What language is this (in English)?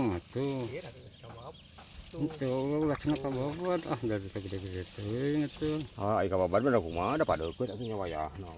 Sundanese